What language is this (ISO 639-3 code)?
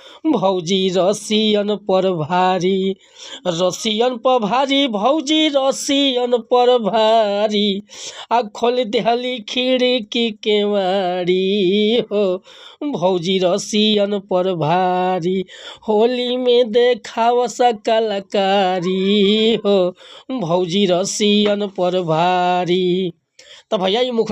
bho